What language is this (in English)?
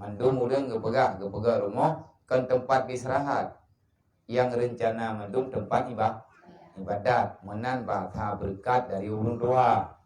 Achinese